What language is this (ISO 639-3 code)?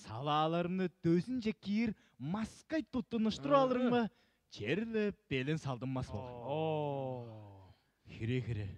tyv